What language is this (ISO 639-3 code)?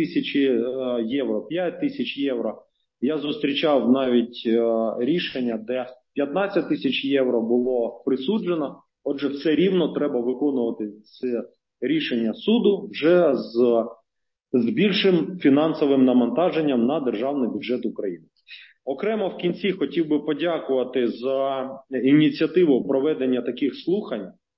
ukr